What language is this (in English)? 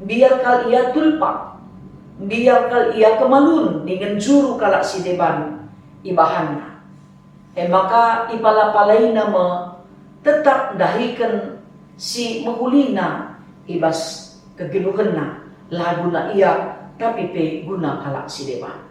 Batak Karo